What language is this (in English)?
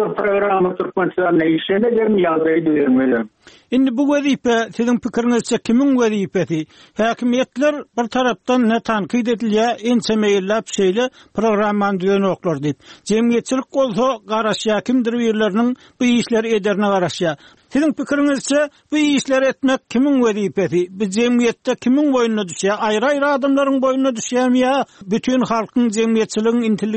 Turkmen